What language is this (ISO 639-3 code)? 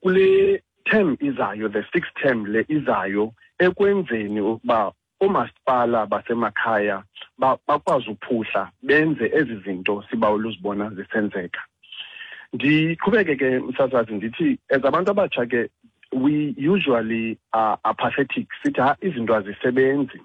xho